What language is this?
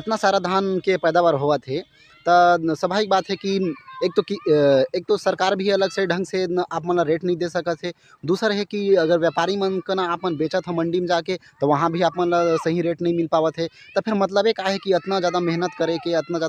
Chhattisgarhi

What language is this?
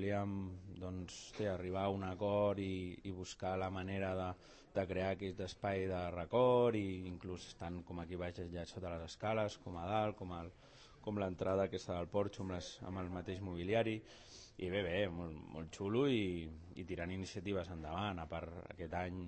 Catalan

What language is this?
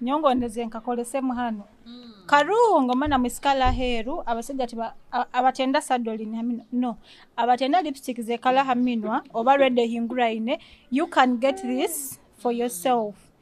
Nyoro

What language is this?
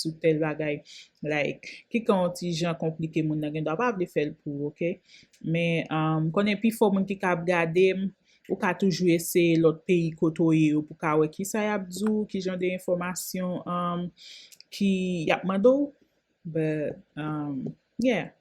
Haitian Creole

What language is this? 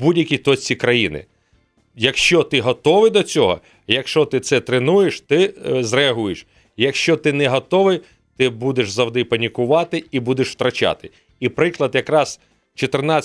Ukrainian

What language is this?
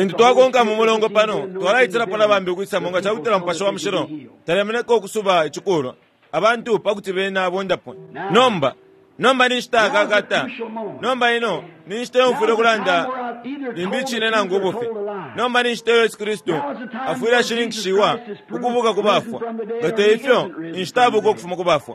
Bemba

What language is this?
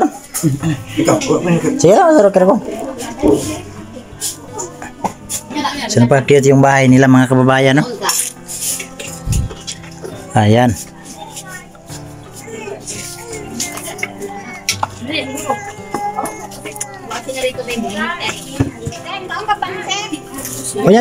Filipino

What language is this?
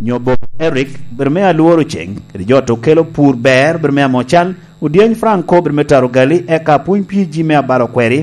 Lango (Uganda)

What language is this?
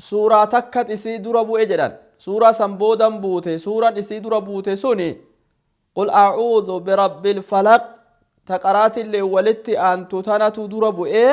Oromo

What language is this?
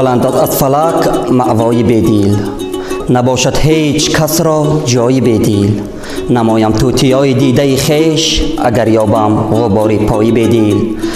Tajik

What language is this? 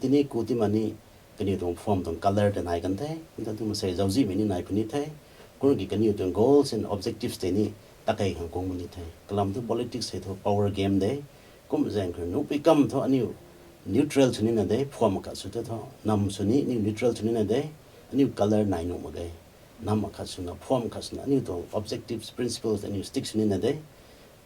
Rongmei Naga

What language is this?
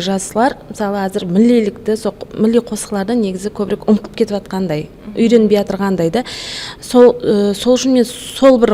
Kara-Kalpak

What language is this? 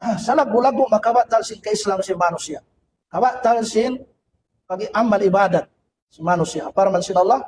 Tausug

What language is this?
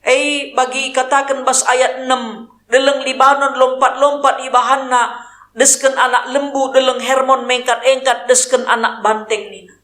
Batak Karo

